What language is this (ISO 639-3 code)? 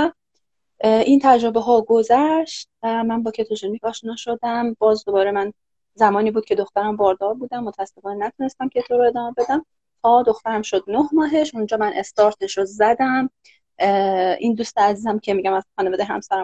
fas